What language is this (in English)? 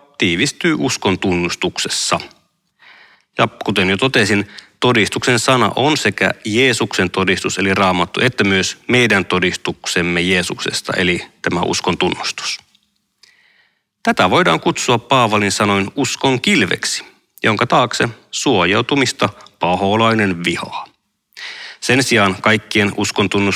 Finnish